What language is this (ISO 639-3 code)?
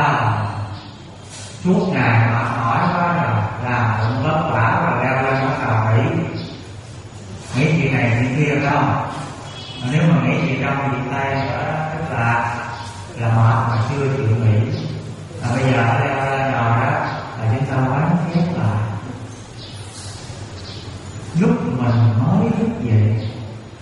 vie